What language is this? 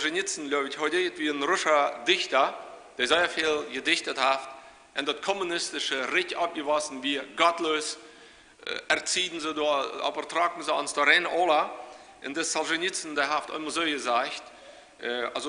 Plautdietsch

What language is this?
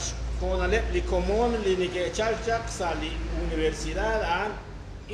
Kekchí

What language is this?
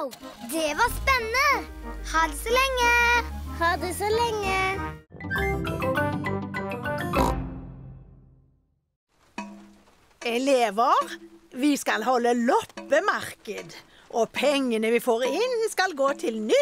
Norwegian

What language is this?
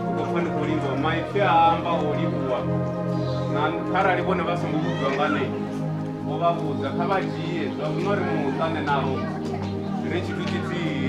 Venda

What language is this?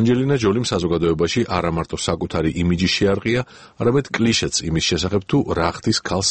Georgian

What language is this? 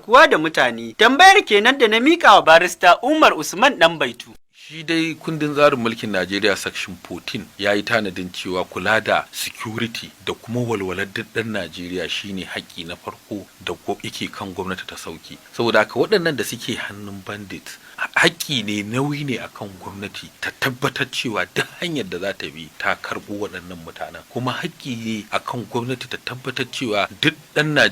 Hausa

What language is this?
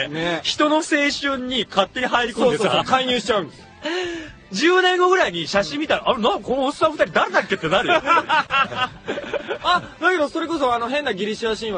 Japanese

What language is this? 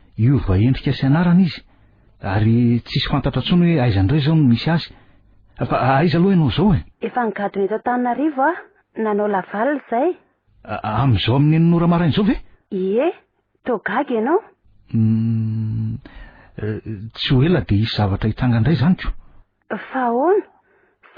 Malagasy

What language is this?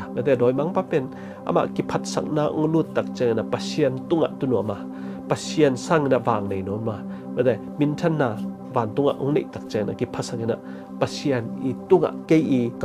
Tedim Chin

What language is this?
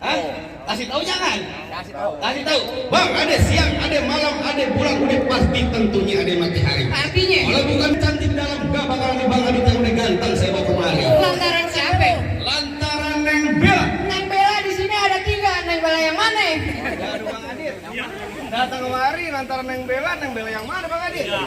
Betawi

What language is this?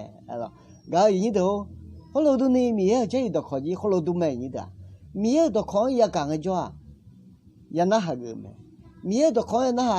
Akha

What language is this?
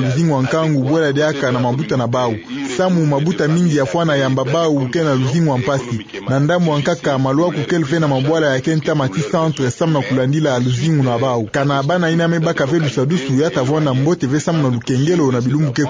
Kituba (Democratic Republic of Congo)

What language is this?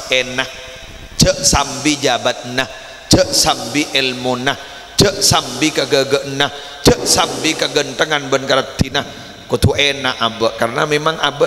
Madurese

